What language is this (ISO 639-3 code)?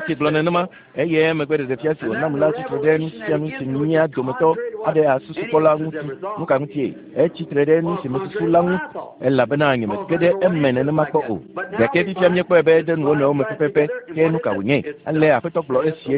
ewe